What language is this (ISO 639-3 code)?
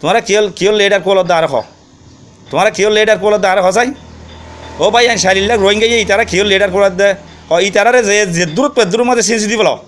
rhg